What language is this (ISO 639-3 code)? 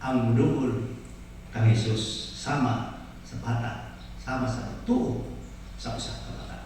ceb